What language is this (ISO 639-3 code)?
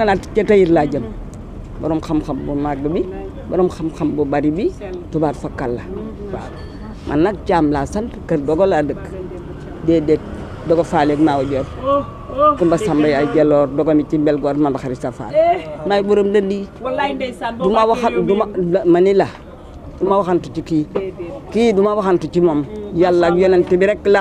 wol